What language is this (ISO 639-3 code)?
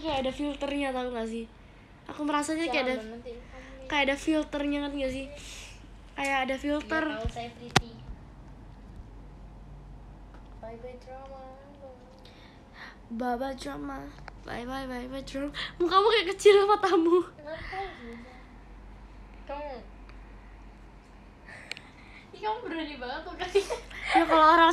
ind